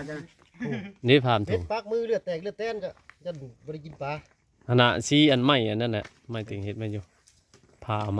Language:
Northeastern Thai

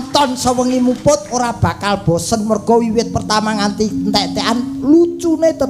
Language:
Javanese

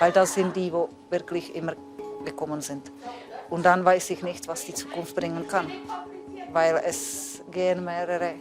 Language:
Romansh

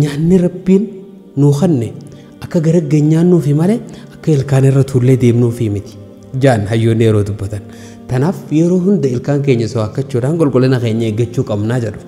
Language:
Oromo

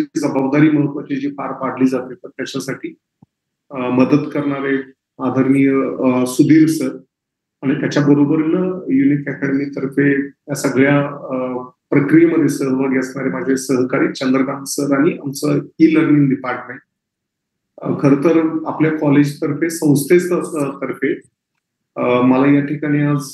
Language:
Marathi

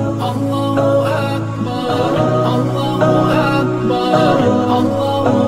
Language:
Malay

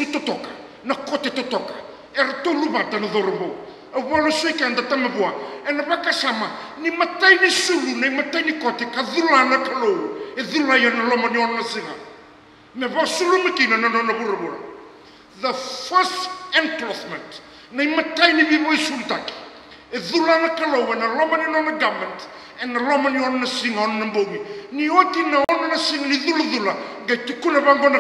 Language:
Fijian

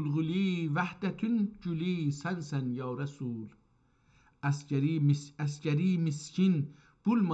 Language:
South Azerbaijani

